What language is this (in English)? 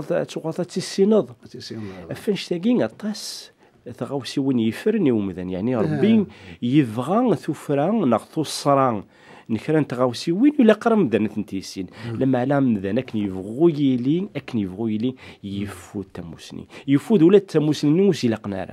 Kabyle